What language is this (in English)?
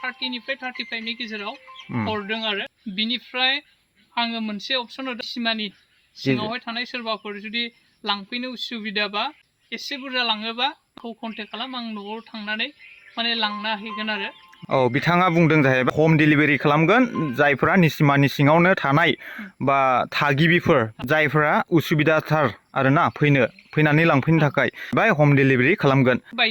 Bodo